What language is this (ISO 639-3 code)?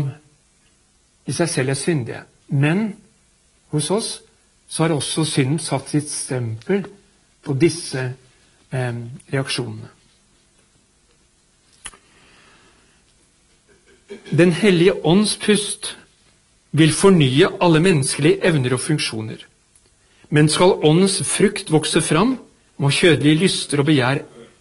nor